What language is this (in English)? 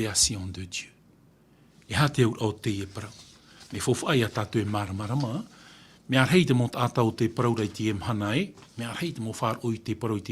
Tahitian